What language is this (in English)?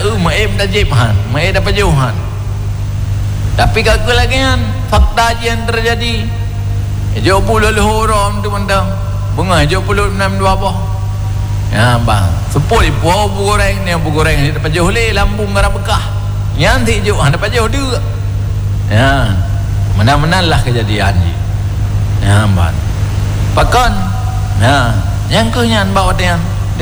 Malay